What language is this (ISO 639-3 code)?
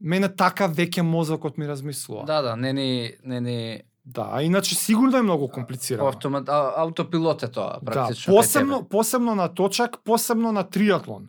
mkd